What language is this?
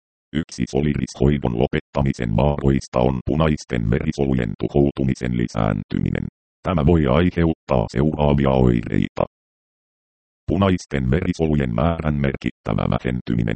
Finnish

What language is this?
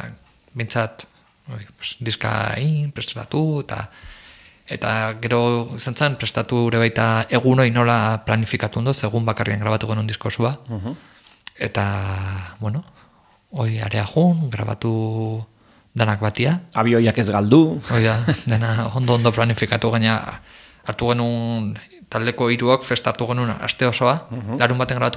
Basque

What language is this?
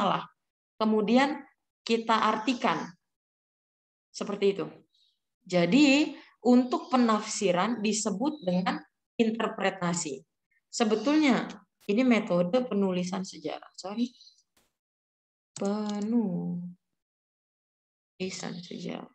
Indonesian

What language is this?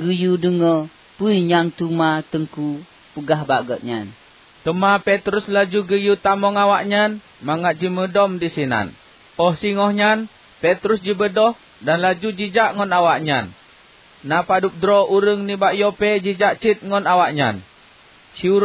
Achinese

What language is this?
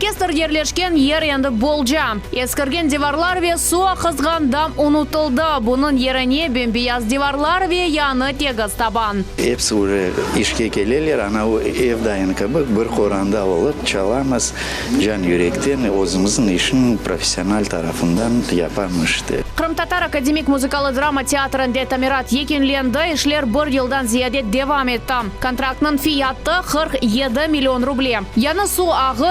Crimean Tatar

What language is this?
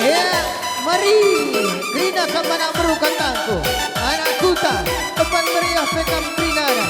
Batak Karo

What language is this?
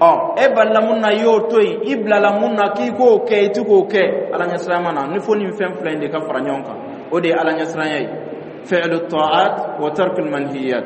Dyula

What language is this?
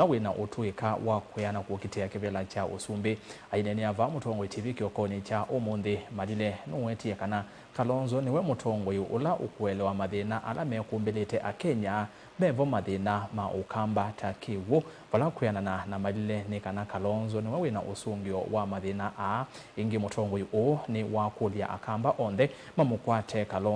Kamba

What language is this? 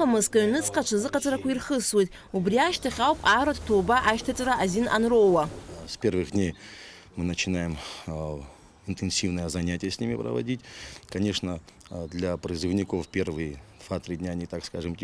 Abkhazian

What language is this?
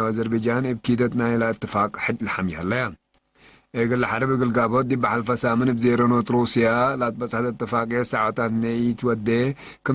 Tigre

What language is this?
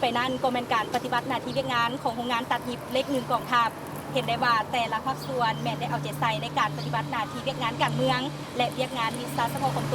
Lao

